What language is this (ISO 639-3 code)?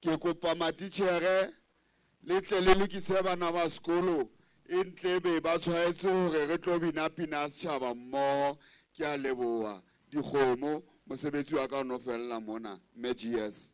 sot